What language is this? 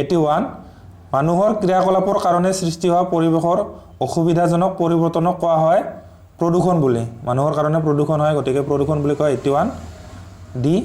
Assamese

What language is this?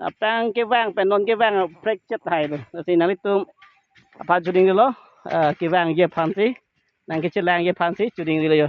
Karbi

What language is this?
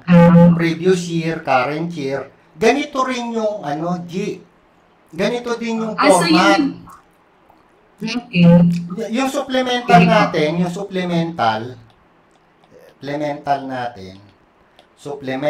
Filipino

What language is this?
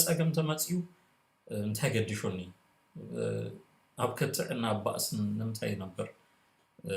Tigrinya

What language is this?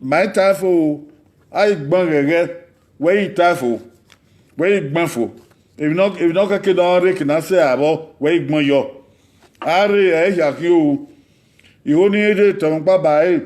Bini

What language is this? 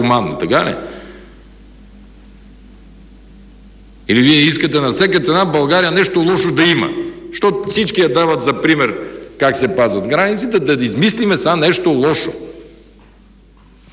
Bulgarian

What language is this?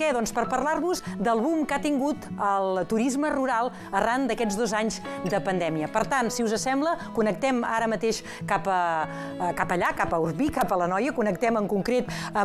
Catalan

